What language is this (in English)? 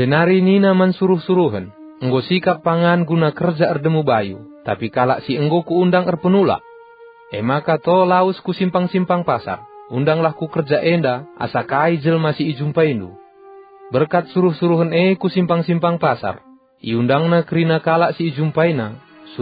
Batak Karo